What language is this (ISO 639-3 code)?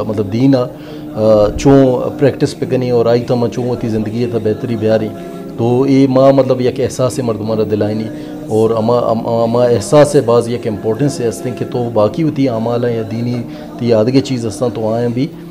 bgp